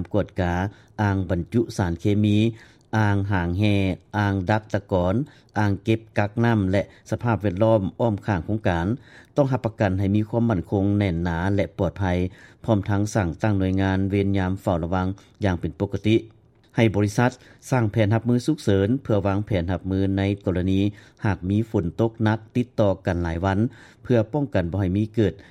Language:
Lao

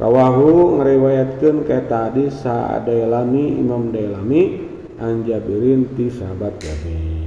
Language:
Sundanese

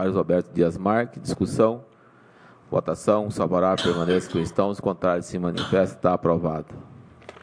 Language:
Portuguese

